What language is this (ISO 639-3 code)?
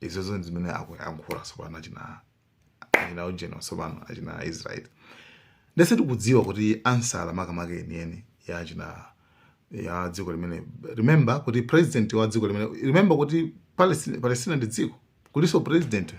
nya